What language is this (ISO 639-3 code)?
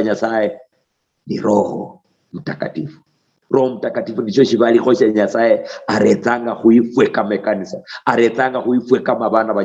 luy